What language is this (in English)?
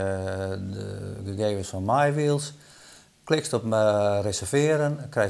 Western Frisian